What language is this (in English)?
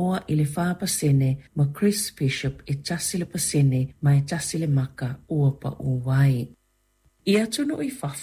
Samoan